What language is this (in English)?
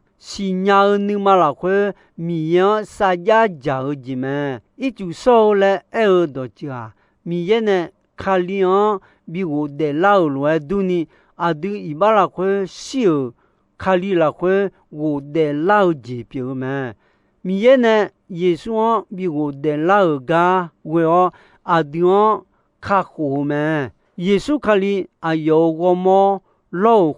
Akha